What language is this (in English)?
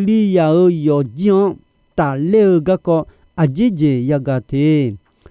Akha